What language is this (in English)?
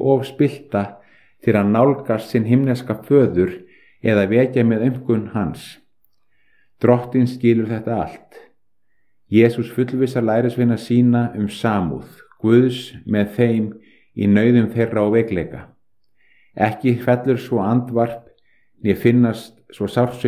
Icelandic